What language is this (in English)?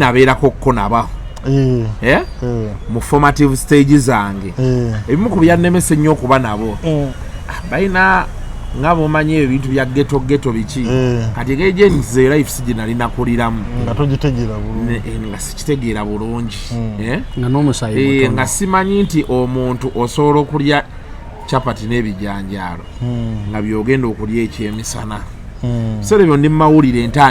Ganda